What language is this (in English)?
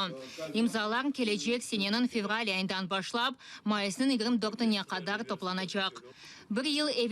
Crimean Tatar